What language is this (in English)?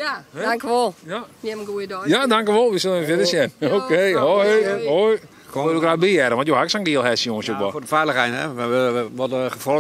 Western Frisian